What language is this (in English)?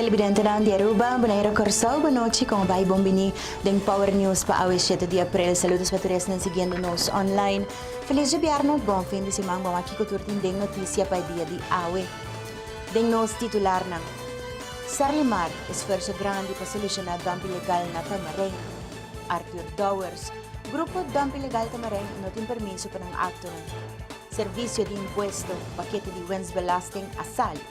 Papiamento